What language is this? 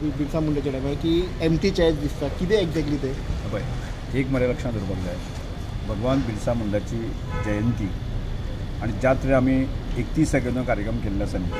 Konkani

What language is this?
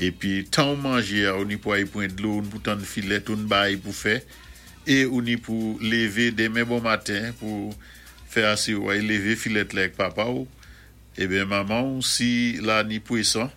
Saint Lucian Creole French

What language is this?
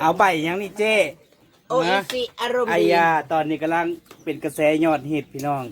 Northeastern Thai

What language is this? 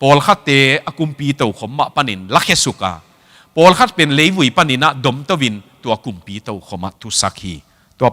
Tedim Chin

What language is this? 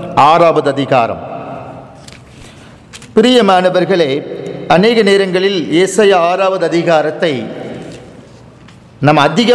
Tamil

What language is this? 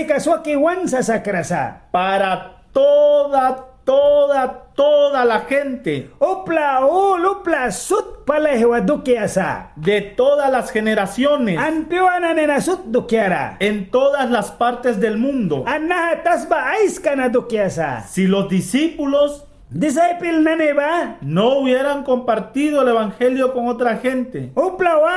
Mískito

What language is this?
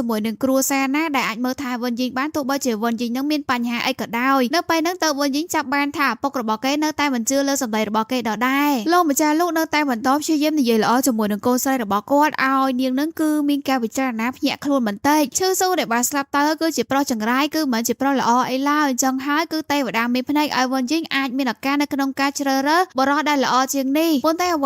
Khmer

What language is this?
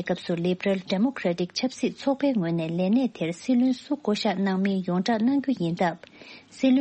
Tibetan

